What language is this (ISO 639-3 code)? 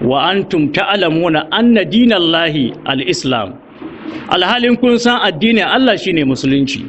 hau